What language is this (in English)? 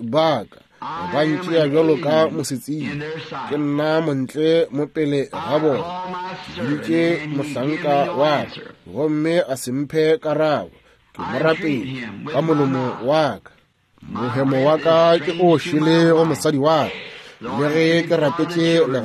Northern Sotho